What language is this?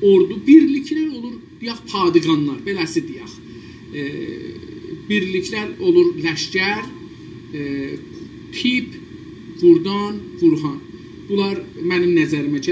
South Azerbaijani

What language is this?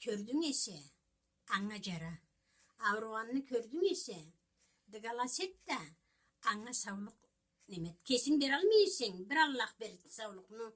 Karachay-Balkar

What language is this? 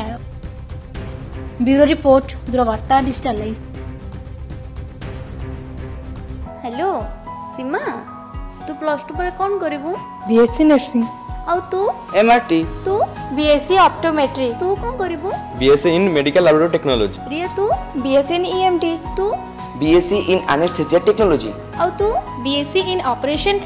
Odia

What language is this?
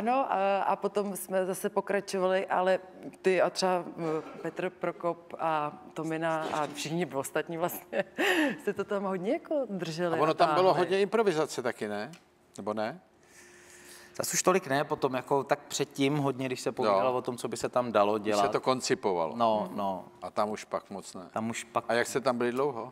Czech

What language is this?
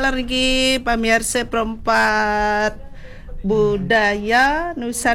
Balinese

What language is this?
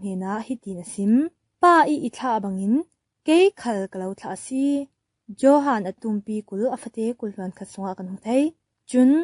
Falam Chin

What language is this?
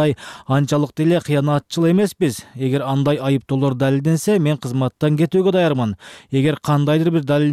Kyrgyz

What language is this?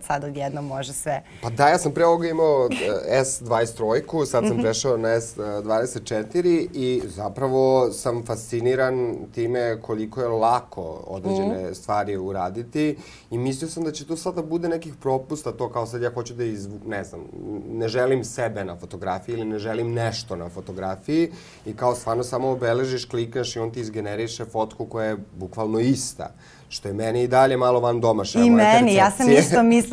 Serbian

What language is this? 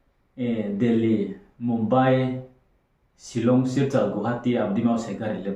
Riang (India)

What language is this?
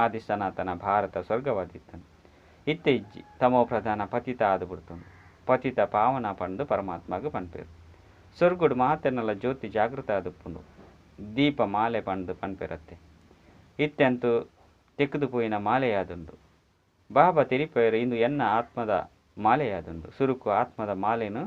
Tulu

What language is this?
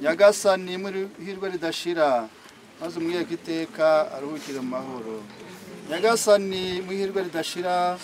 Kinyarwanda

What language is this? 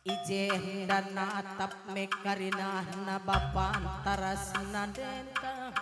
Batak Karo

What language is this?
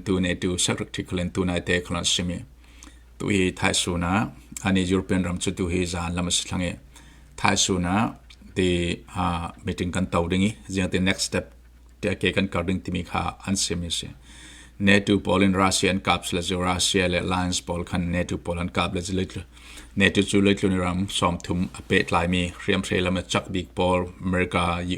Falam Chin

